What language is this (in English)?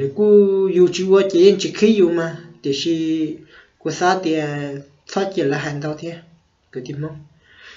Hmong